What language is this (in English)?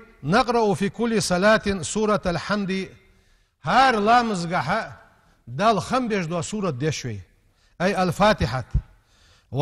Ingush